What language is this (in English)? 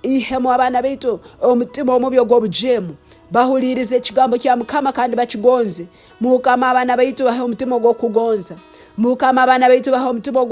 Nyoro